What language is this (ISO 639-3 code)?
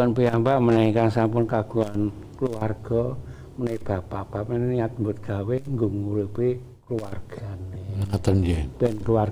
jav